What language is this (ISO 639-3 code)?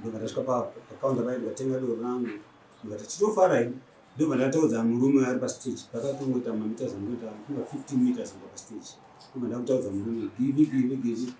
sna